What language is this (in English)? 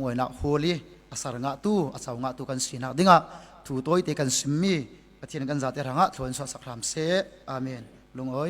Falam Chin